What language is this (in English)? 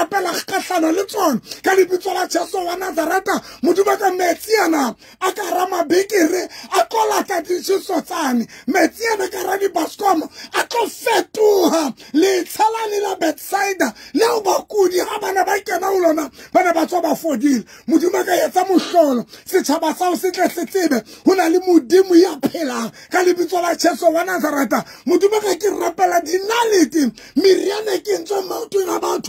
Southern Sotho